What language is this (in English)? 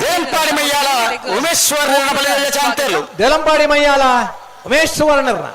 Tulu